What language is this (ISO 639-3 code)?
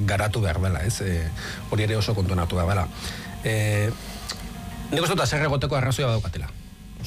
eus